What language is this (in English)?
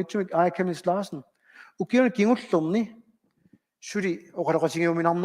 Kalaallisut